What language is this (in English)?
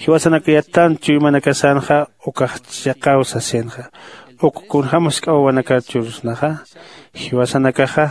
Aymara